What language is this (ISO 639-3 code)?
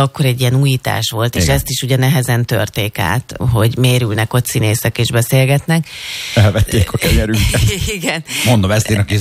hun